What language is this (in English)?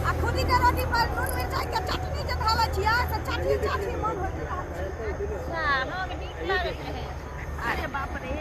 Maithili